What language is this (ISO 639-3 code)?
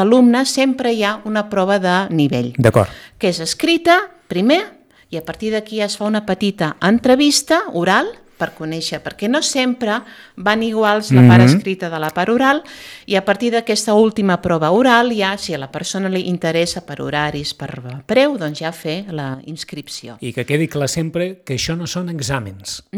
cat